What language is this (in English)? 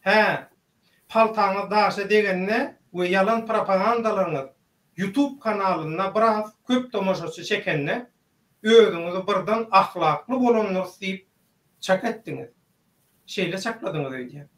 Turkmen